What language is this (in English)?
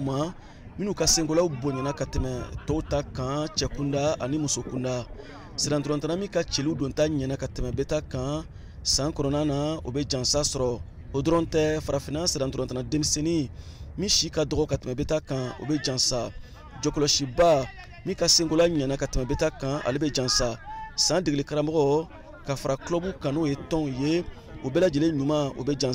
Bambara